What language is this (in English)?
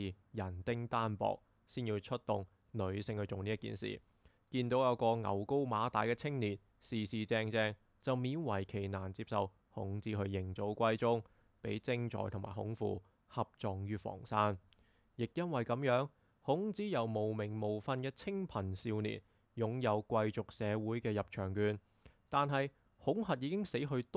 Cantonese